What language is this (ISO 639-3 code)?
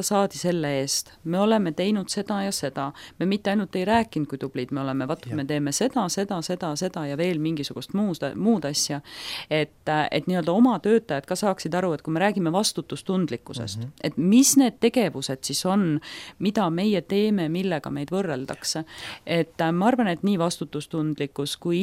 est